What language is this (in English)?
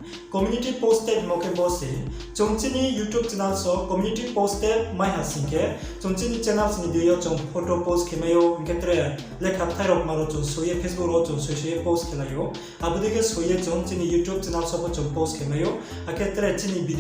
Riang (India)